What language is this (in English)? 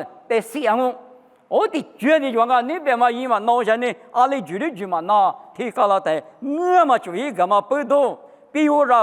Lisu